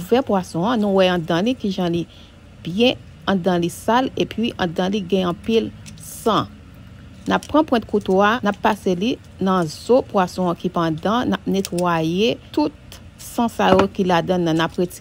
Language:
Haitian Creole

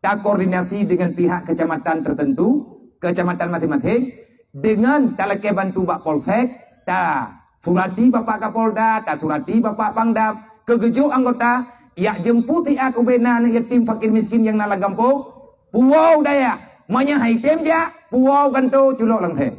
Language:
Achinese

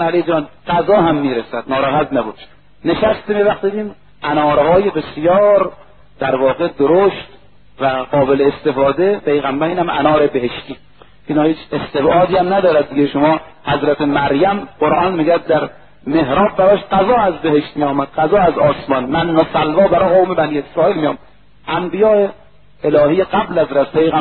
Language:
Persian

